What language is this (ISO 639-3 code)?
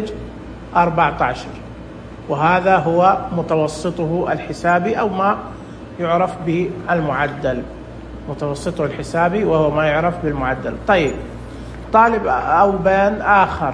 ars